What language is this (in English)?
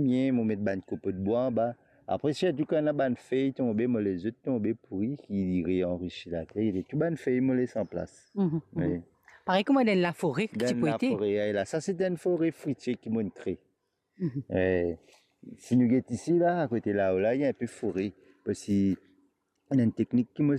Morisyen